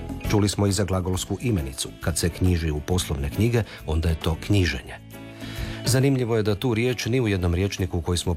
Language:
Croatian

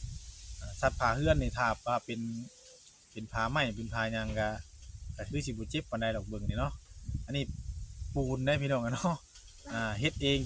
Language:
Northeastern Thai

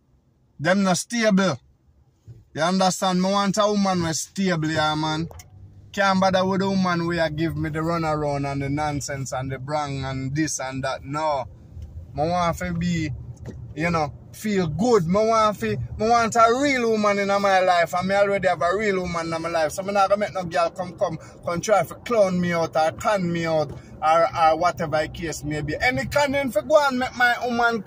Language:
Jamaican Creole English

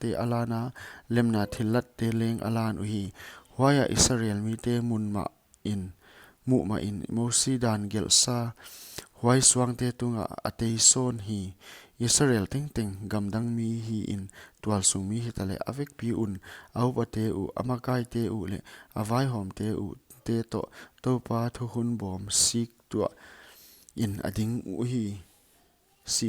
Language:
Paite Chin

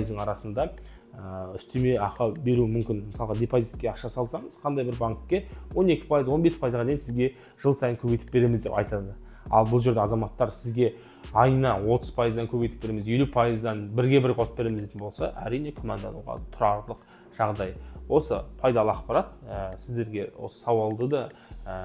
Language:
Kazakh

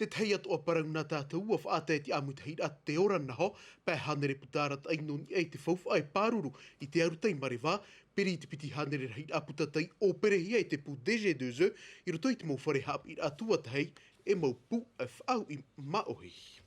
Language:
Tahitian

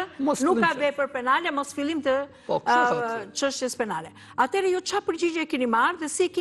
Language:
Albanian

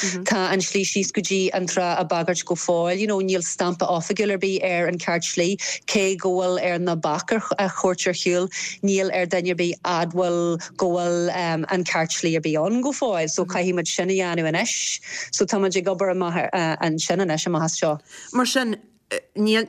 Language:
Irish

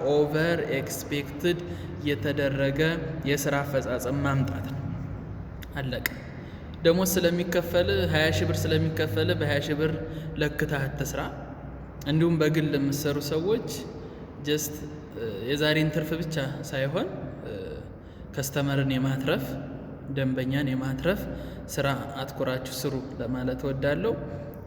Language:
Amharic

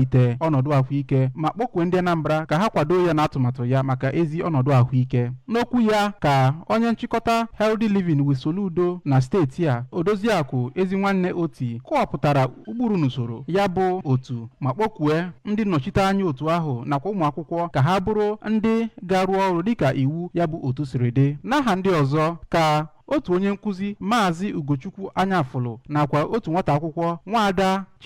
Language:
Igbo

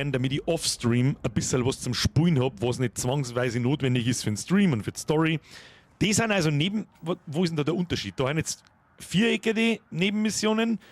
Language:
Bavarian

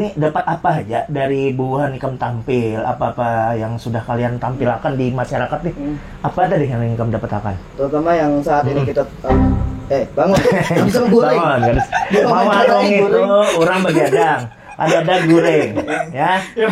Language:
Banjar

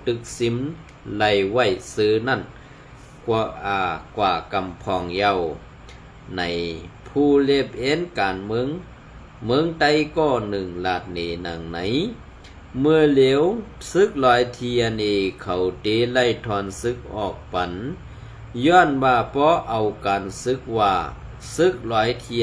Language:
Shan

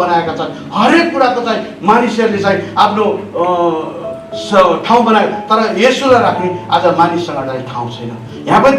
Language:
Nepali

